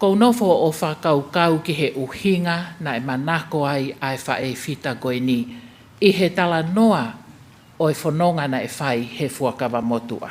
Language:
Tongan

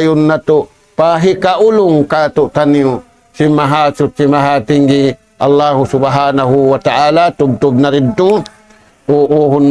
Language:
Tausug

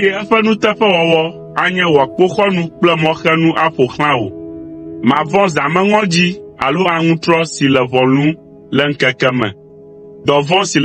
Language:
Ewe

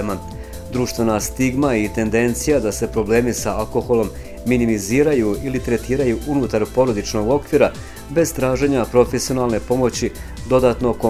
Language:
Bosnian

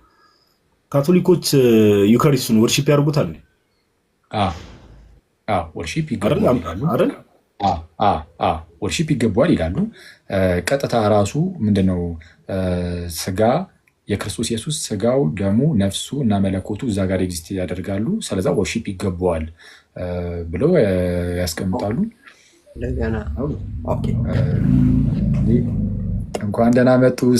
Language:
Amharic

